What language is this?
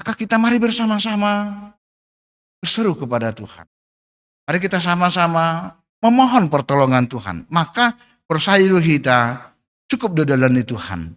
Batak Simalungun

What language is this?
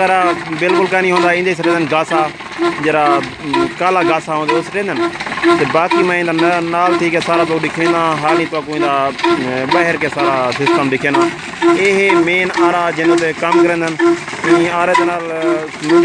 Saraiki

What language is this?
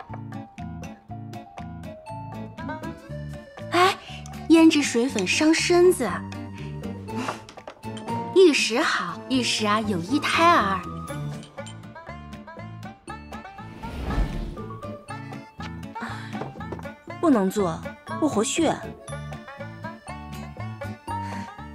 Chinese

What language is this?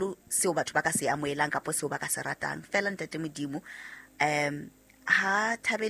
Southern Sotho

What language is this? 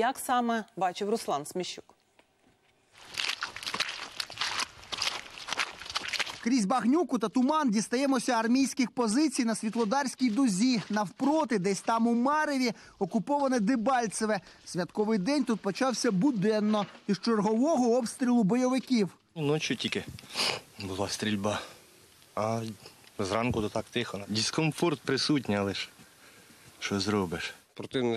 Ukrainian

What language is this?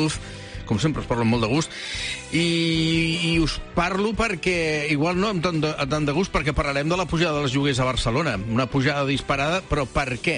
Catalan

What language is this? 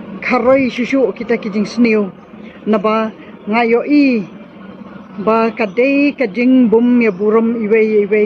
Khasi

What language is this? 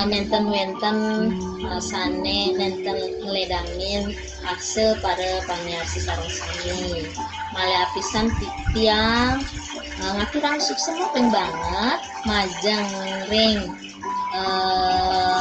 Balinese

